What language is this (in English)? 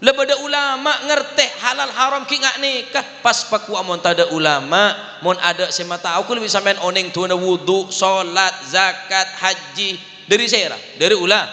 Madurese